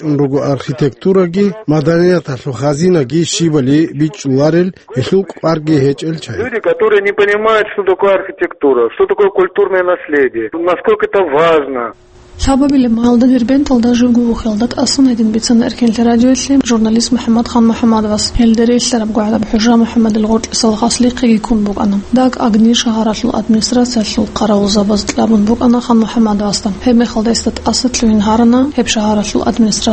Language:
Avaric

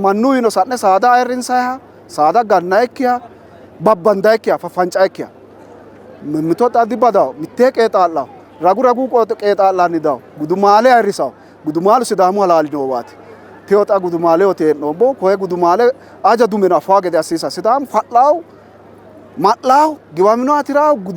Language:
Sidamo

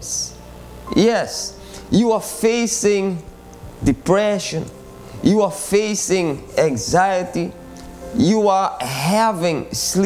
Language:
English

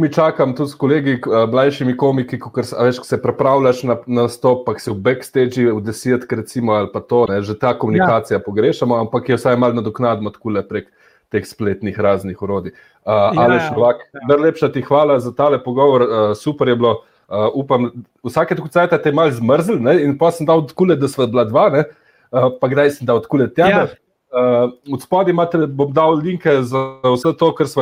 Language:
Slovenian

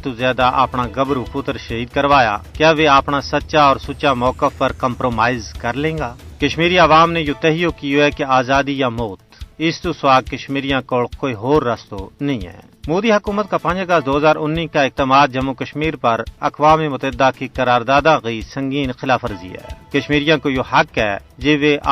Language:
Gujari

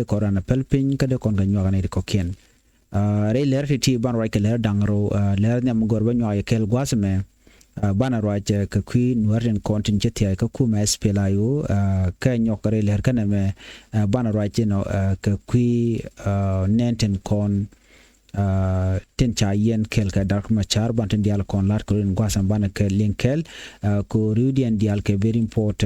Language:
Nuer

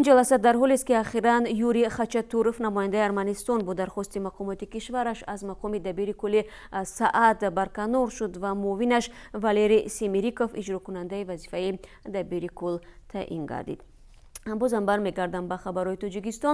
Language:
Tajik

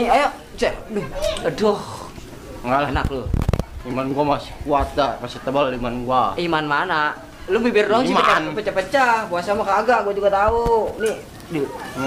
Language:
Betawi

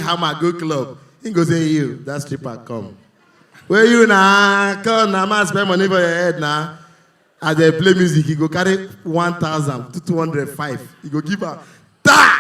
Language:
Nigerian Pidgin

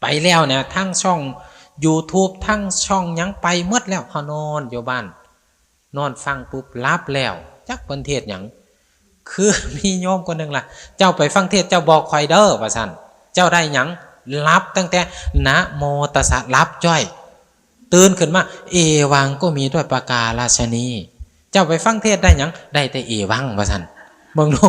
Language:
Northeastern Thai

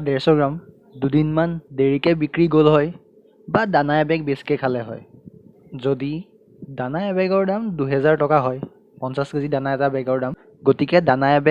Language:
Assamese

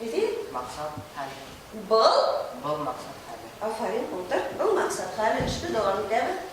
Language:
Bashkir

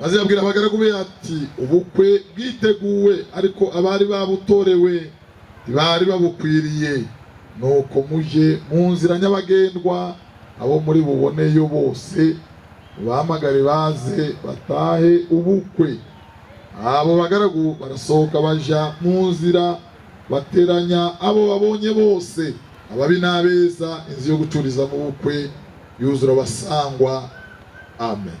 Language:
Kinyarwanda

